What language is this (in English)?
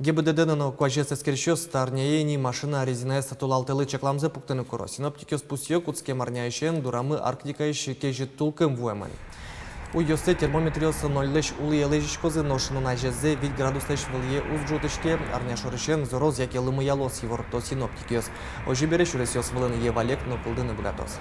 Udmurt